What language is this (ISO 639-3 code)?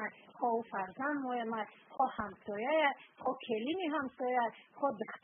tgk